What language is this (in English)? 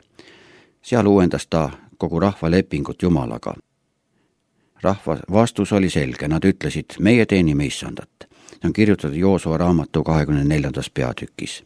Estonian